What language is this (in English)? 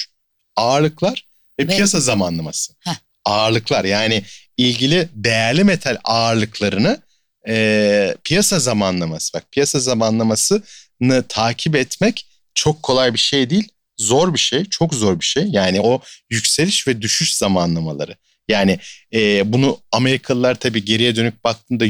Turkish